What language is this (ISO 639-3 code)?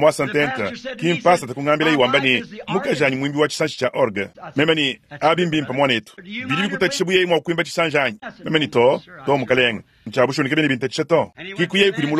lua